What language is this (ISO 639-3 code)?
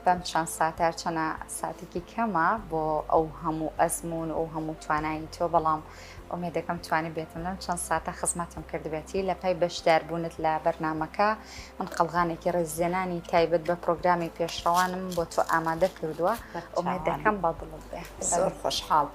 ckb